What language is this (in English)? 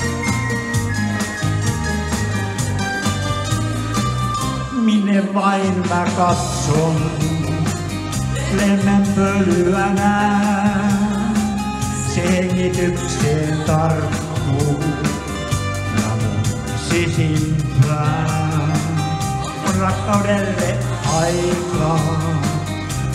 Finnish